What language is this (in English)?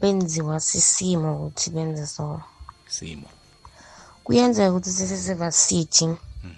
South Ndebele